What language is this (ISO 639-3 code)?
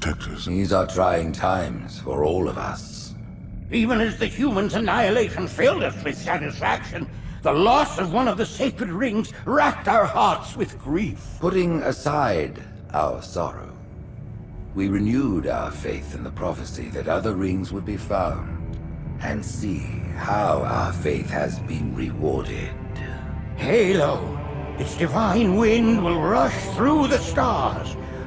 eng